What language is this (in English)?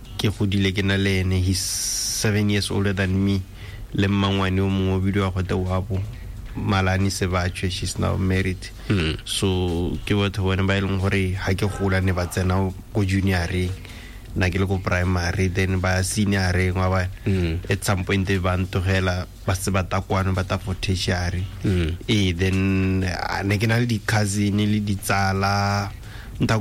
Tswana